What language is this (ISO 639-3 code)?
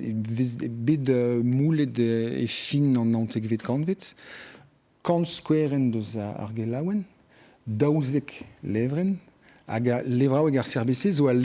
bre